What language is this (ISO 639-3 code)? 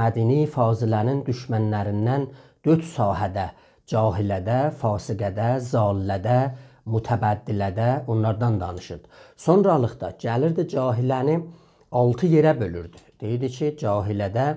azb